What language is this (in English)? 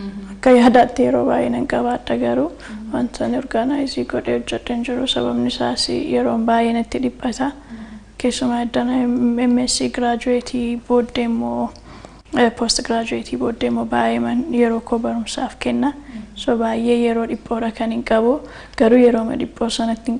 Oromo